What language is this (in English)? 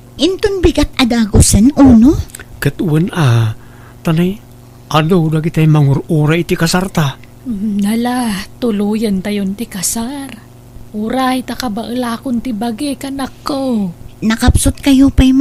Iloko